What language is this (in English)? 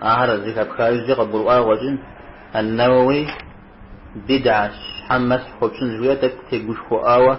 Kabardian